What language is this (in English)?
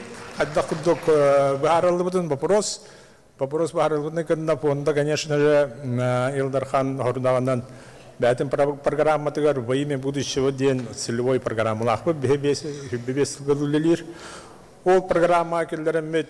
Yakut